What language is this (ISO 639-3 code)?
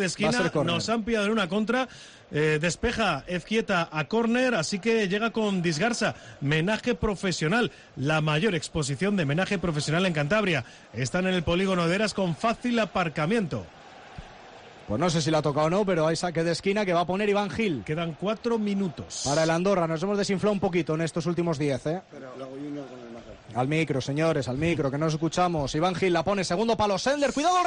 spa